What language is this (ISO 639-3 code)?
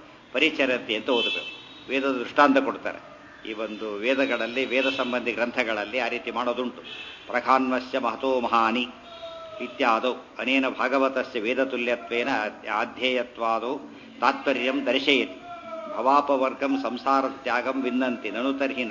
kan